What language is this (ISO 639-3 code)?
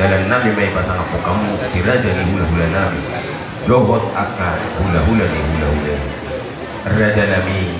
bbc